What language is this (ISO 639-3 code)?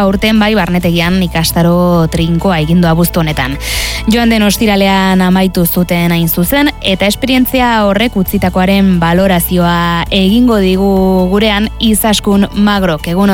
eus